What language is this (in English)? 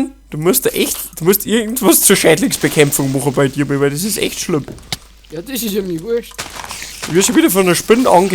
Bavarian